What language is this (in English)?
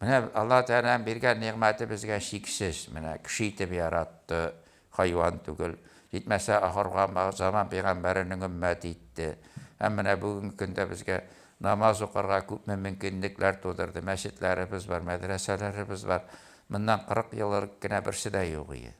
Tatar